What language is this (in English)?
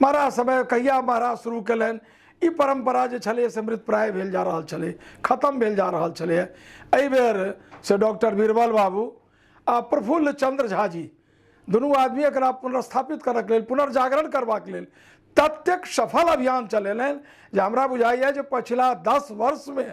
Maithili